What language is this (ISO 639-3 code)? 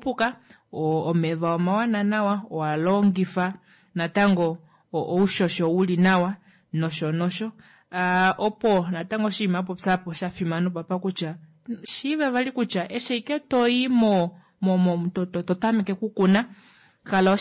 kua